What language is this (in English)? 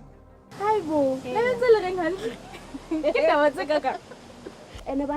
Southern Sotho